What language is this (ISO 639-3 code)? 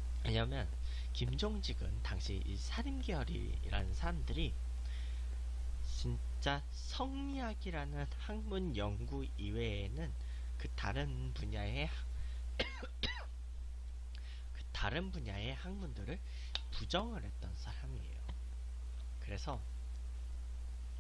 kor